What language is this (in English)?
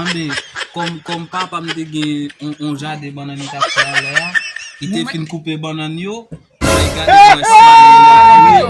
Haitian Creole